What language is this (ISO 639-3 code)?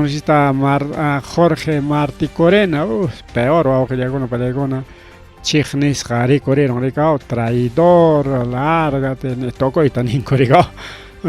quy